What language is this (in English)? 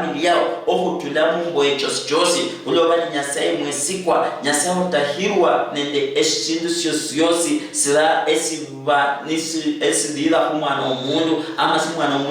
Luyia